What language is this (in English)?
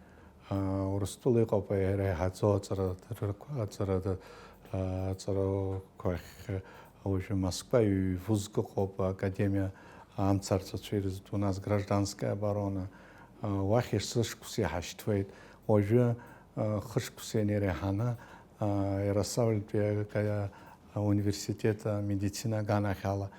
Abkhazian